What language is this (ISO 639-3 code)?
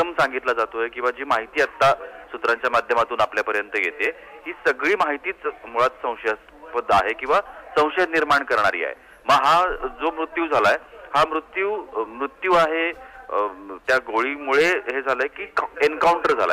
mar